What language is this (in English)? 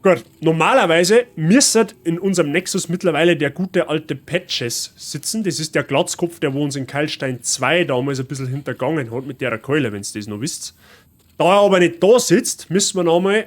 Bavarian